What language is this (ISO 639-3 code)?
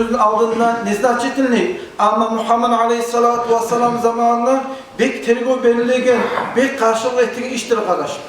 kum